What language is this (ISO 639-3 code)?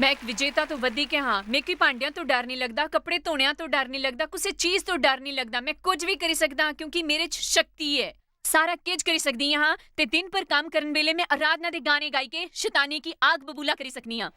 doi